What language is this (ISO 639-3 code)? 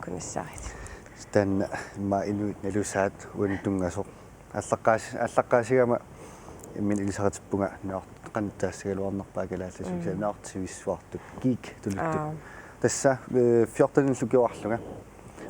kal